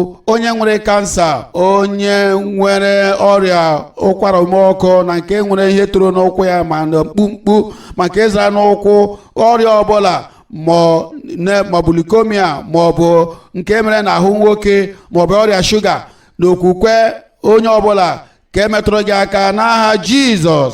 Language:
Igbo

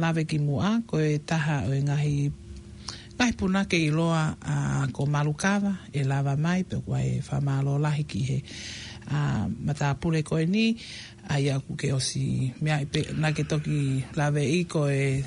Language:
Tongan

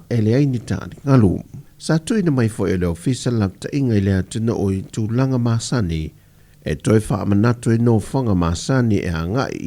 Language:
Samoan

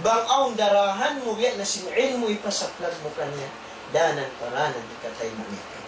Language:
Tausug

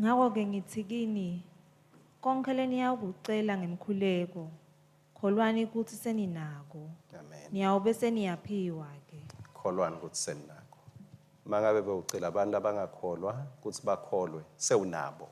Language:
Swati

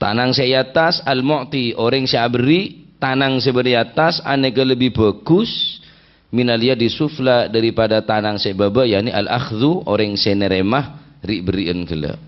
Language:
Madurese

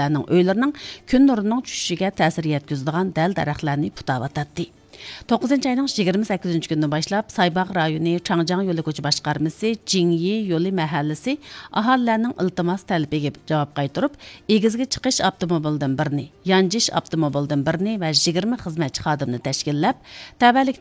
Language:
Uyghur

